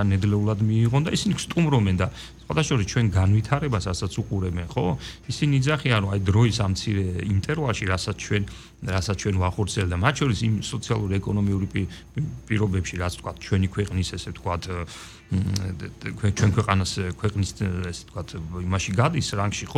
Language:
Georgian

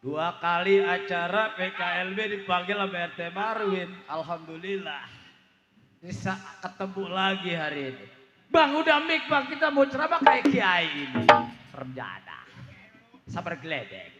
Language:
Betawi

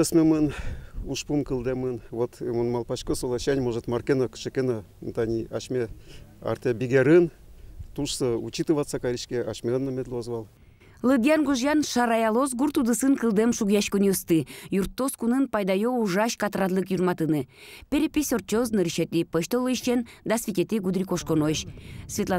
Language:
Udmurt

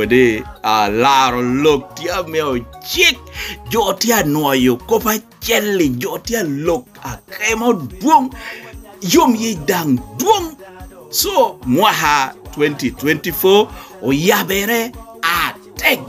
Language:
Lango (Uganda)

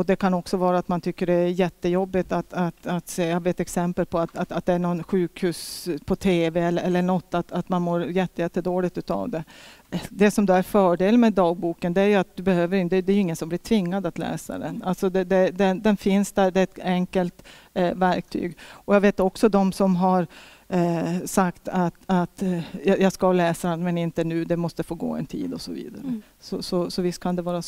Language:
Swedish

